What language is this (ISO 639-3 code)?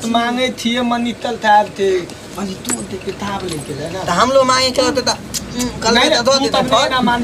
mai